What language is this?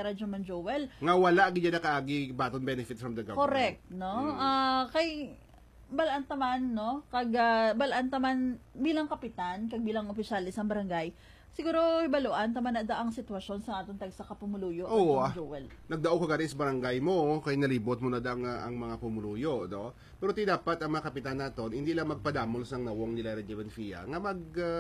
Hiligaynon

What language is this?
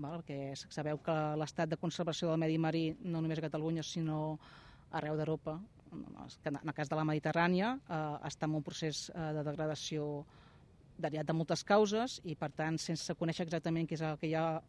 Catalan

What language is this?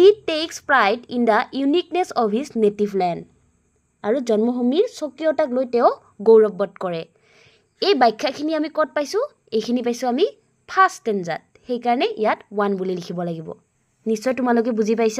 Assamese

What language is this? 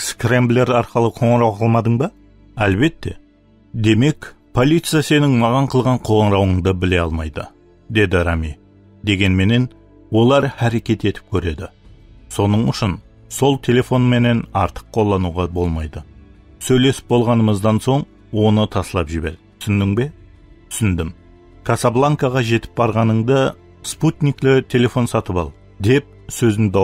Kara-Kalpak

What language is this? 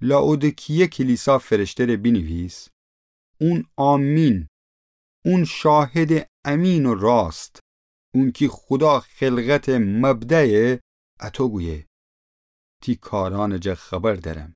Gilaki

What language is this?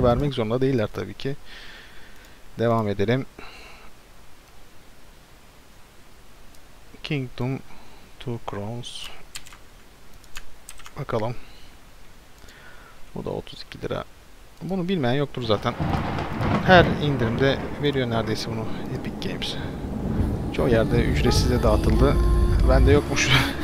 Turkish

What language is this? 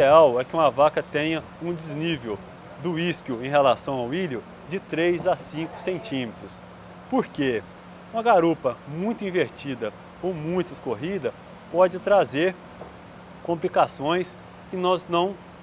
Portuguese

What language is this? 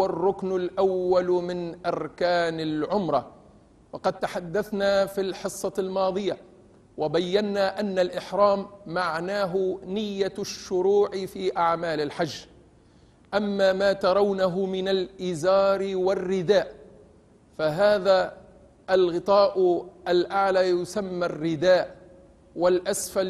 Arabic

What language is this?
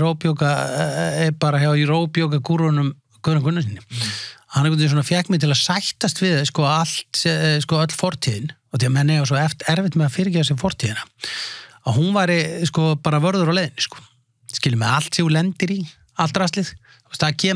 Icelandic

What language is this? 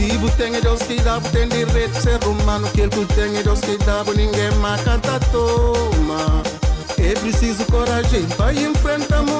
Kabuverdianu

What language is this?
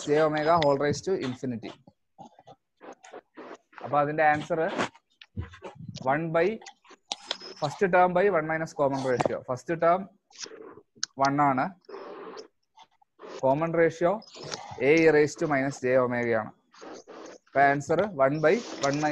Malayalam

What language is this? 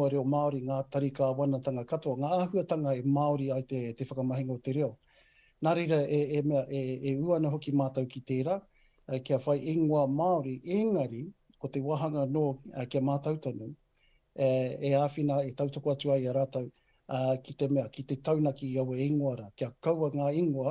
Māori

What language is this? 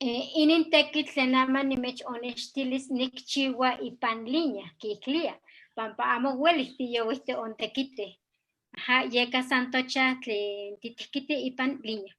Eastern Huasteca Nahuatl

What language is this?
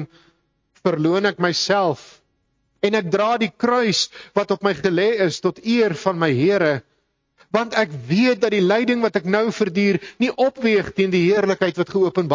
Afrikaans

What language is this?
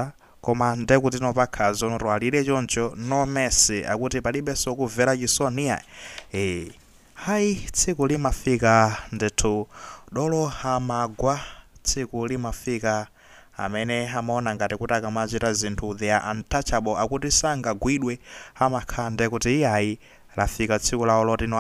Nyanja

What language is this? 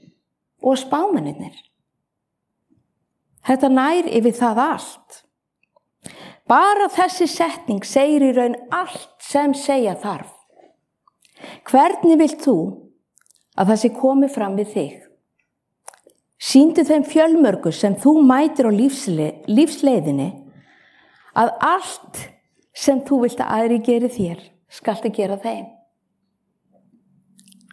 Icelandic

